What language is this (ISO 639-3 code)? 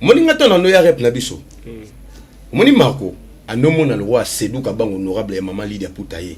lin